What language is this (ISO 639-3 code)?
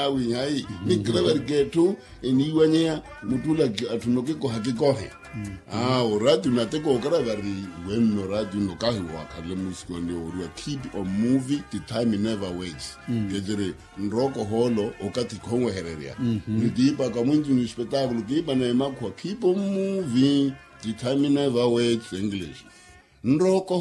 vmw